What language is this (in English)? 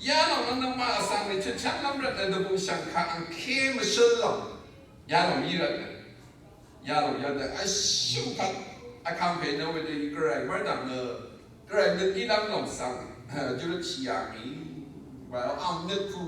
Rawang